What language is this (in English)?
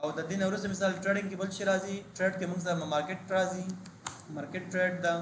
Pashto